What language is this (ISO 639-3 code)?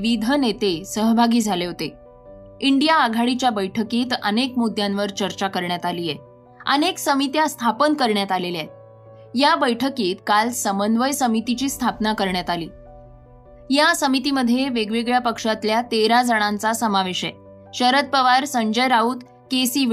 mar